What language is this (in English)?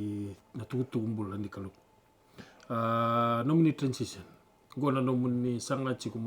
Fijian